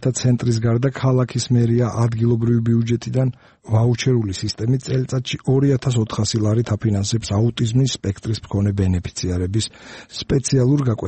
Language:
Georgian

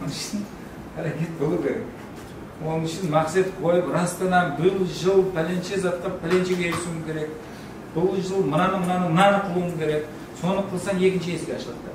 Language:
Kara-Kalpak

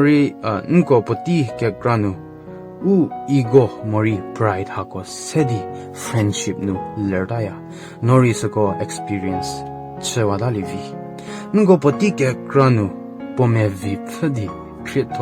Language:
Angami Naga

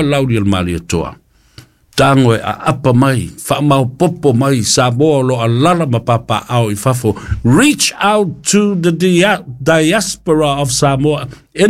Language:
Samoan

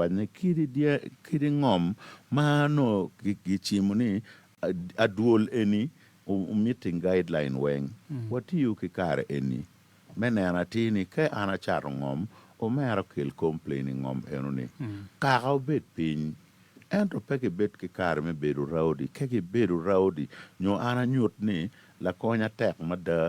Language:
Acoli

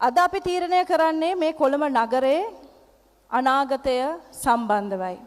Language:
Sinhala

